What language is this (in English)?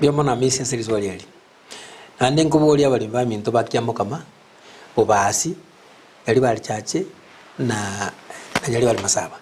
Gusii